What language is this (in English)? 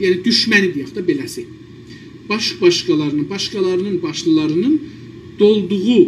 South Azerbaijani